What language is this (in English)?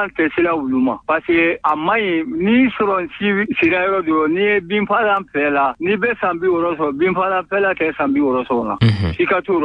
Bambara